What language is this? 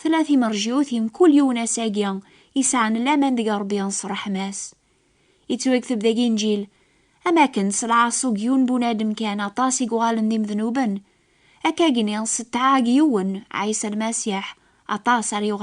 Kabyle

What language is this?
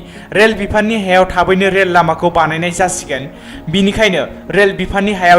Bodo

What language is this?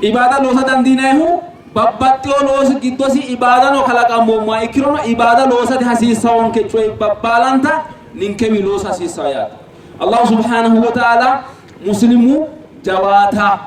Sidamo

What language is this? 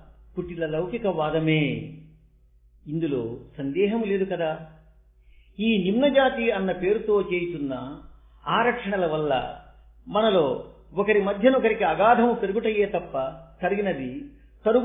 Telugu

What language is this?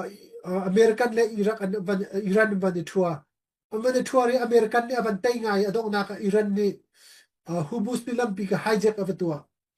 Hakha Chin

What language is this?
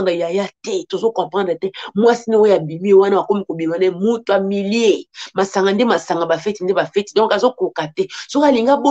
Lingala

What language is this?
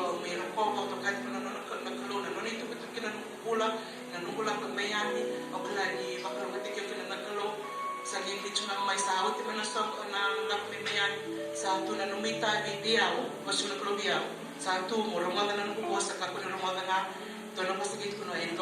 Fijian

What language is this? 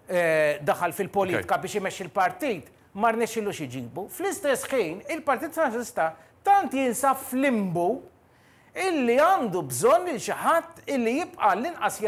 Maltese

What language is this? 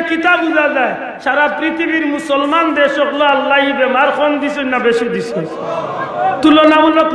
Sylheti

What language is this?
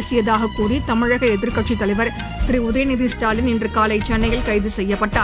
Tamil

